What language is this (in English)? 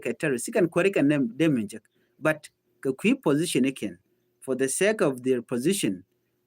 Nuer